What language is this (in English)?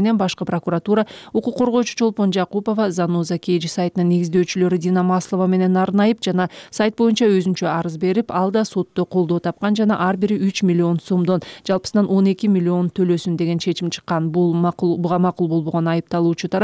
Kyrgyz